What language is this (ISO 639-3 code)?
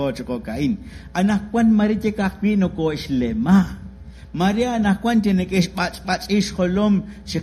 kek